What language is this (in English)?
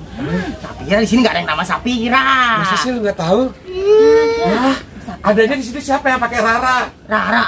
Betawi